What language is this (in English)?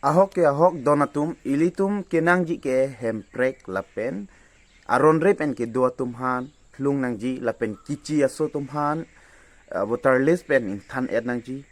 Karbi